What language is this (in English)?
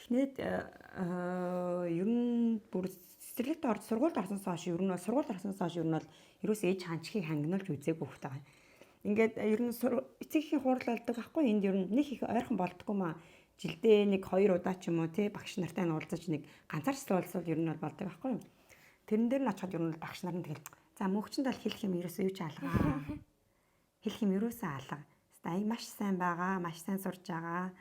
Mongolian